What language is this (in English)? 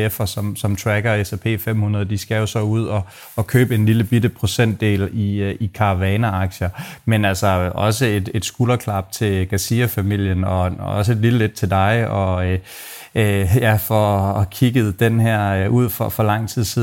Danish